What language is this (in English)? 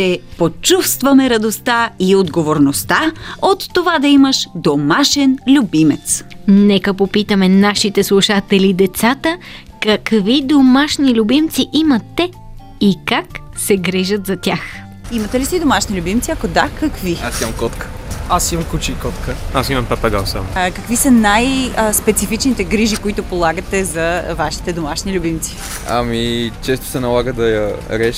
Bulgarian